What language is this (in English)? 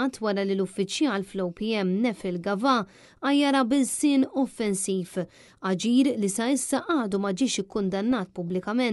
Maltese